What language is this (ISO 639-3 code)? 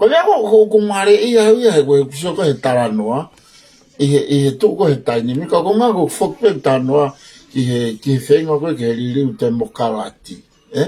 ton